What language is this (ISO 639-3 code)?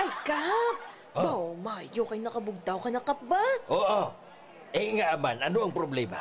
hil